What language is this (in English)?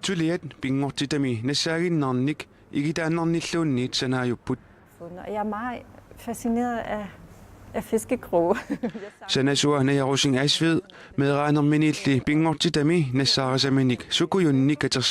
Kalaallisut